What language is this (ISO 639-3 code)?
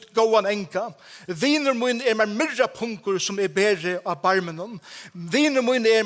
fao